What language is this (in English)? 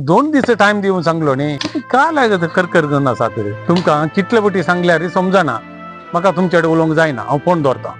Konkani